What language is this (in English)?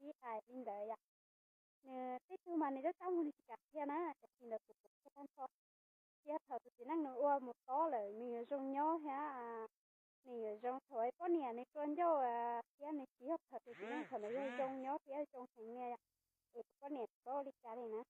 Hmong